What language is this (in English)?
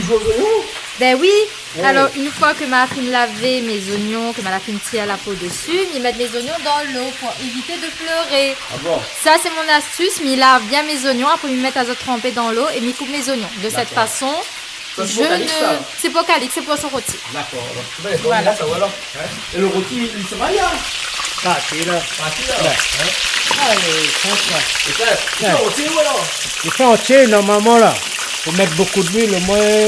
Réunion Creole French